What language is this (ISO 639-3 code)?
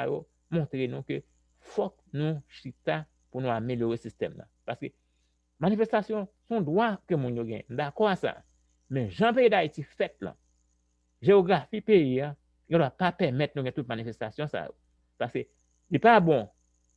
hat